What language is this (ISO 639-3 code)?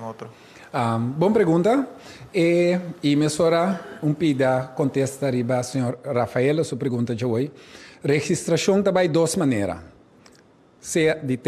pap